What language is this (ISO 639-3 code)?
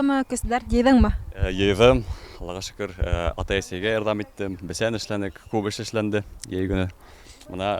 bak